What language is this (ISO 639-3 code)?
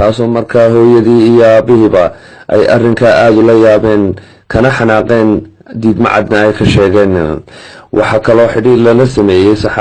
som